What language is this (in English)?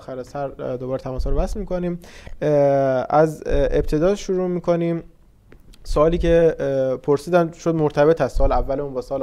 Persian